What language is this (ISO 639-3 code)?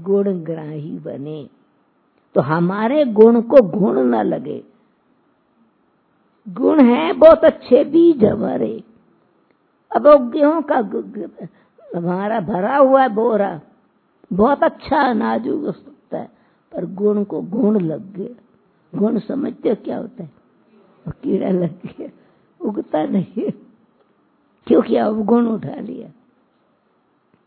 hin